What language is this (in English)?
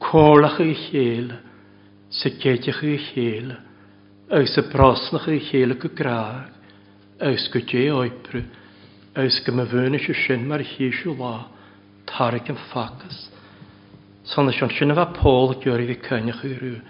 Welsh